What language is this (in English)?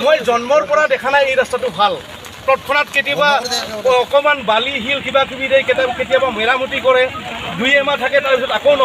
Assamese